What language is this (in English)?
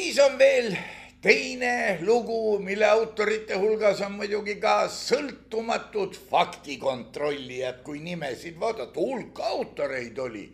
Estonian